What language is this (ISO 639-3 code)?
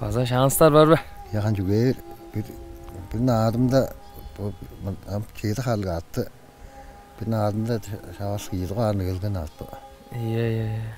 tyv